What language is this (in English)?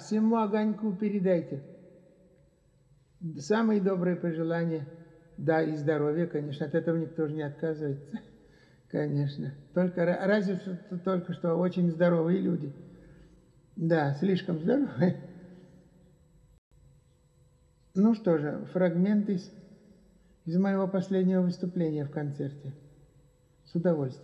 Russian